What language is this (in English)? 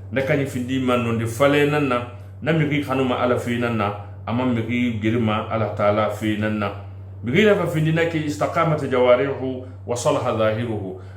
Susu